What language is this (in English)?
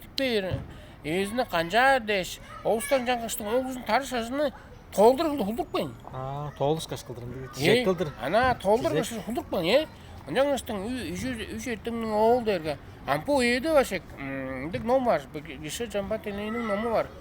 Tuvinian